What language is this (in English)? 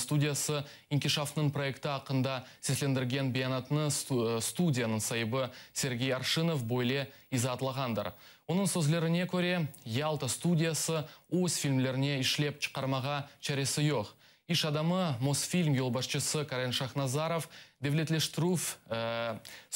Crimean Tatar